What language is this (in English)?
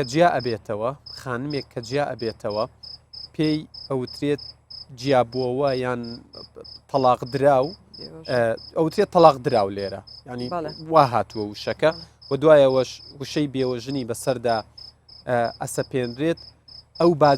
Central Kurdish